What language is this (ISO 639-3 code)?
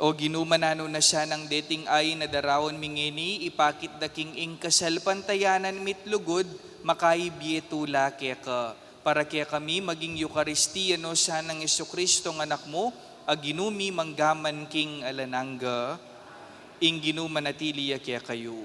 pam